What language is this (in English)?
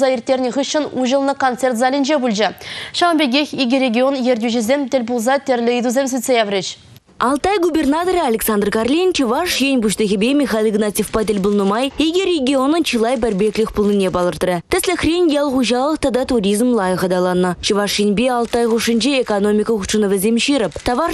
Chuvash